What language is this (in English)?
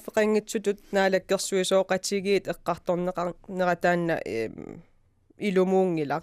Kalaallisut